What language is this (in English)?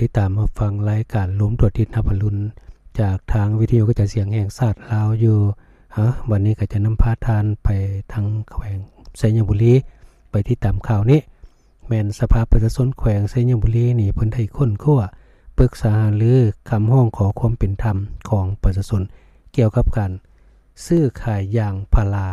Lao